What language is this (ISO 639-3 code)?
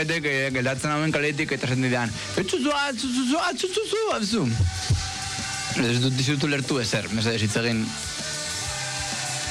eus